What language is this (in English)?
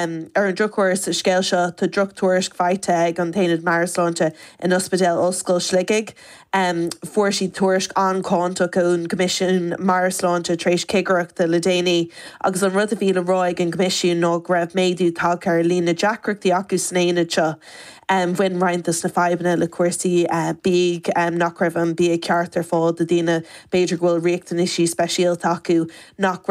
Irish